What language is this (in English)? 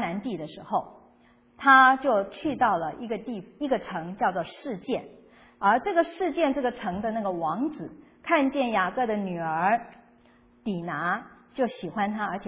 Chinese